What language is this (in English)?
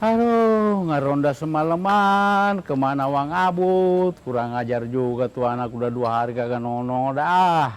Betawi